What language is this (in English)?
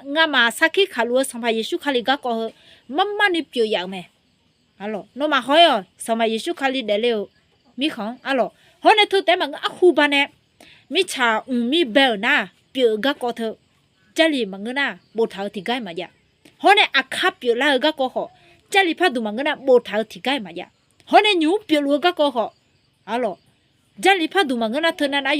Akha